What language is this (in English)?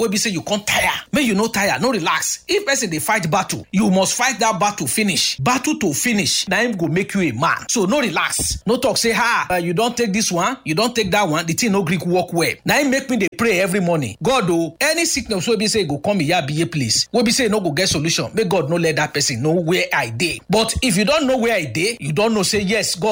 Nigerian Pidgin